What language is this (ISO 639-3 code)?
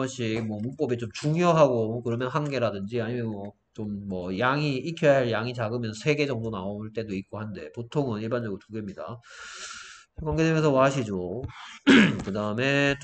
kor